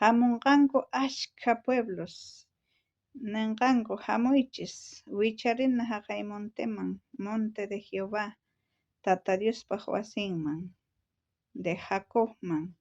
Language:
South Bolivian Quechua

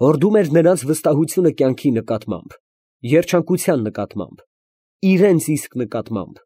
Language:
Armenian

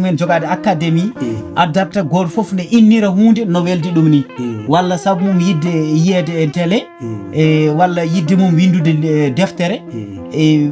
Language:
Fula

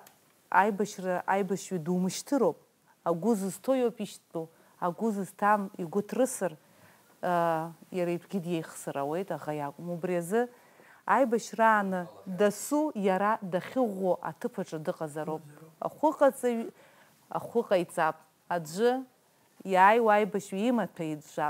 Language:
Abkhazian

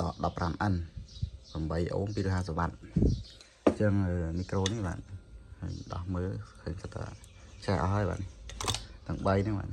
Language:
Khmer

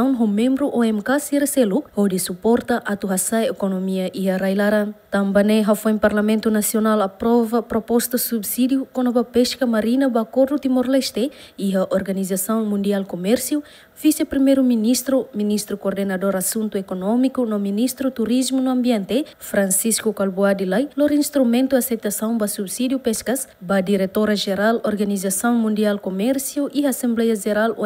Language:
Tetum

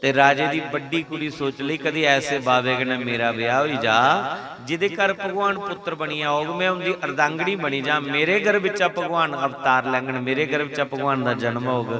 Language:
Dogri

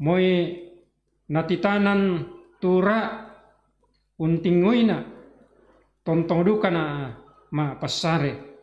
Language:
Toraja-Sa'dan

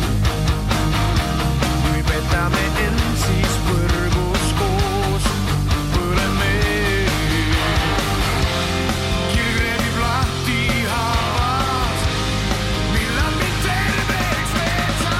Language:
Estonian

